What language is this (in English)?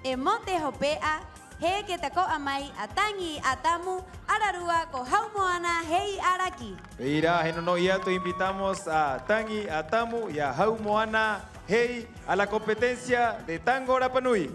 Rapanui